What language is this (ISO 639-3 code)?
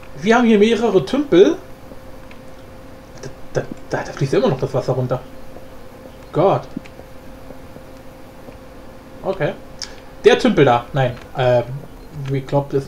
deu